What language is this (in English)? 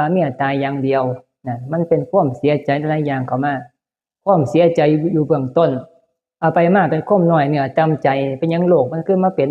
Northeastern Thai